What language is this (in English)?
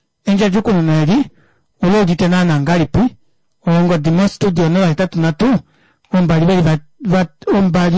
Kuanyama